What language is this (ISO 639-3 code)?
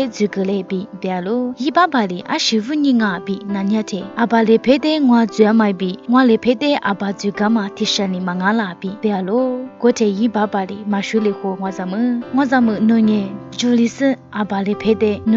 lis